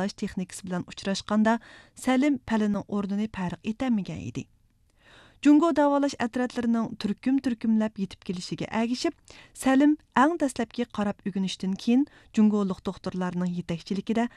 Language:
Uyghur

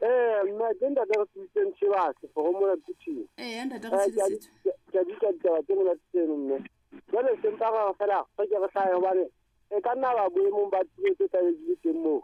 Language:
Southern Sotho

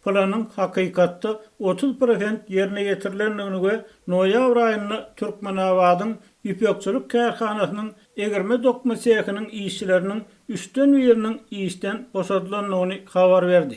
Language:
Turkmen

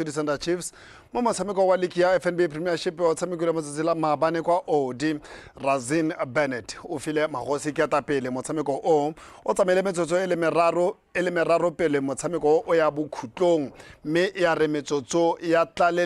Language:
Tswana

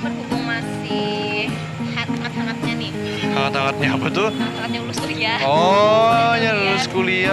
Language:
Banjar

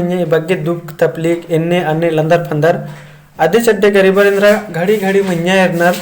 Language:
Kurukh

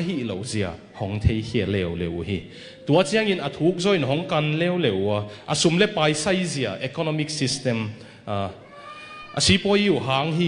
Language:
Tedim Chin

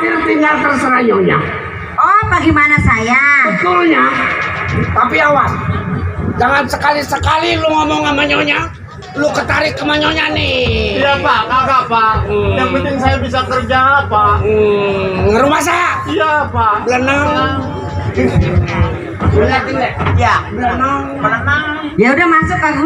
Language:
Betawi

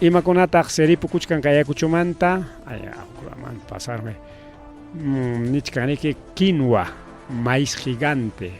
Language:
Ayacucho Quechua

